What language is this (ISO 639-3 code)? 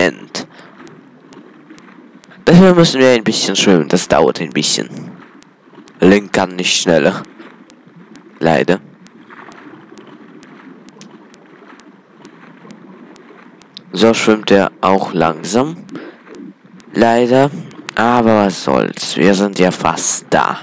deu